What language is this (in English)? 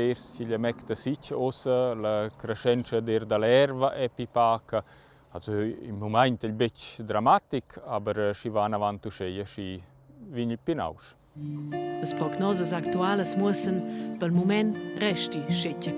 Romansh